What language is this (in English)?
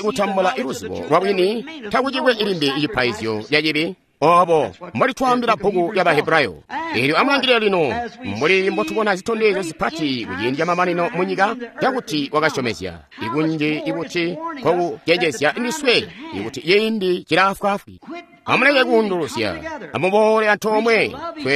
Tonga (Zambia)